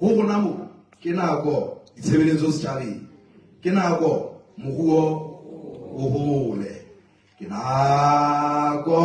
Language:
Southern Sotho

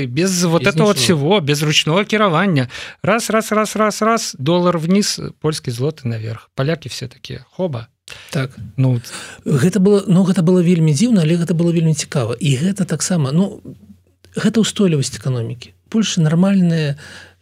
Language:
Belarusian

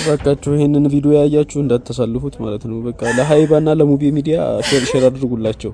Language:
Amharic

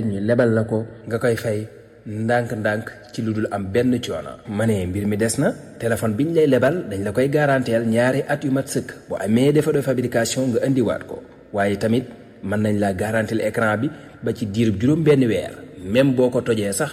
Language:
Wolof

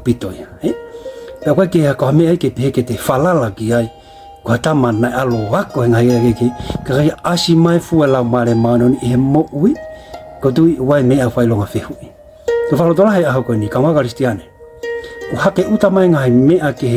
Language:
Tongan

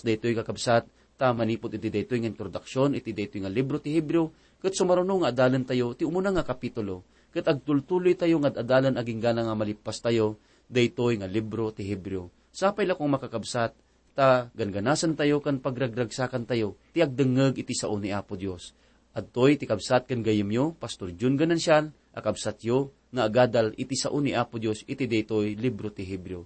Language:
Iloko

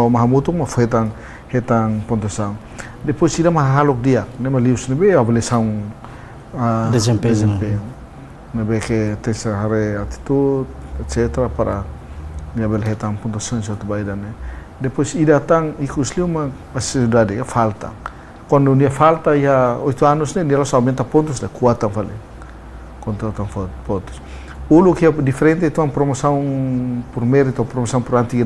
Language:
Tetum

